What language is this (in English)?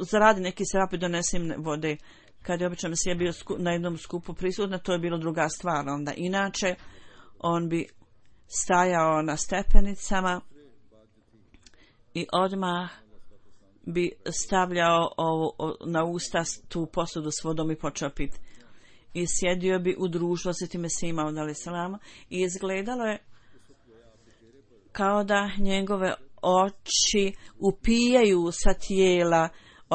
Bosnian